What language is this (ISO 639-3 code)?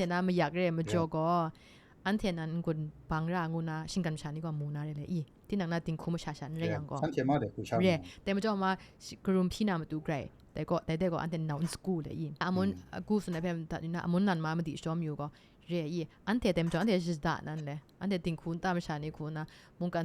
kac